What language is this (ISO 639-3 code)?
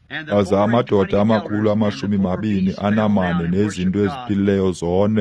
xho